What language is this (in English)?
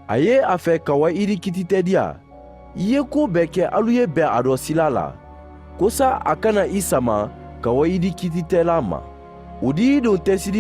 Mandingo